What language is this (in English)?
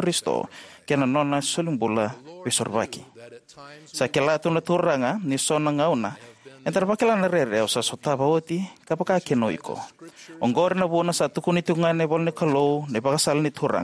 Fijian